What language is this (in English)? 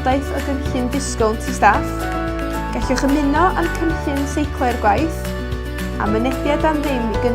Welsh